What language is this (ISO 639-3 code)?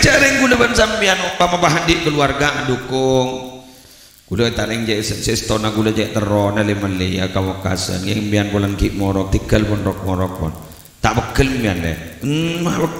mad